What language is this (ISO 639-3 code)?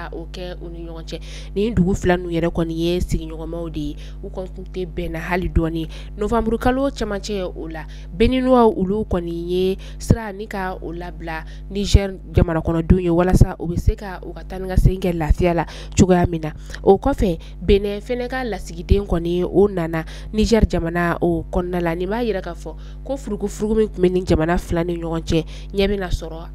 bam